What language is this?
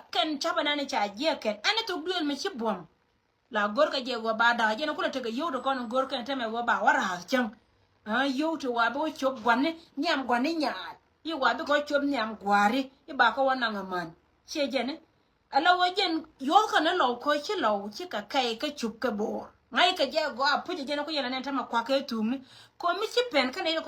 Nuer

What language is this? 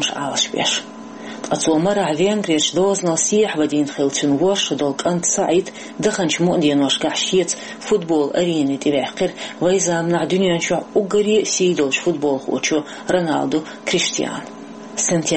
Chechen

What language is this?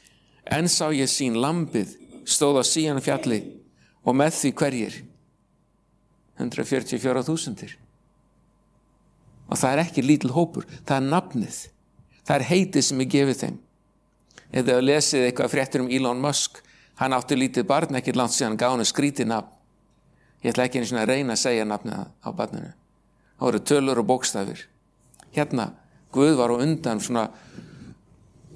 Icelandic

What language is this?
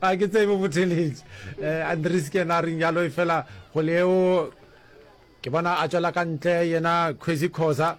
Northern Sotho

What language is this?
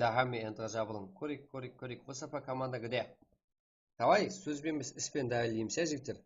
Kara-Kalpak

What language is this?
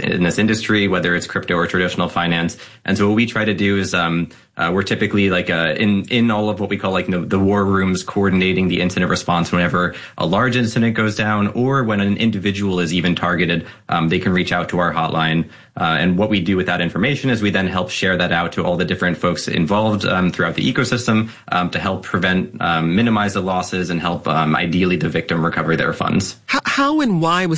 English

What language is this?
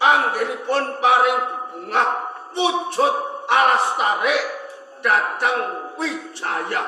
Javanese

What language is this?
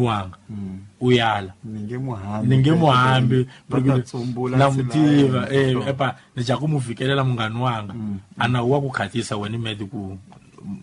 Tsonga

